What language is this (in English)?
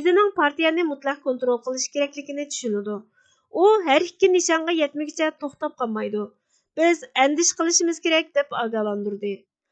Uyghur